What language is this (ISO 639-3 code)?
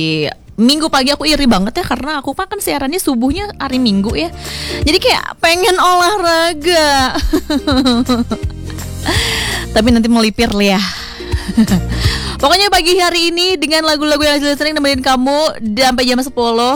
ind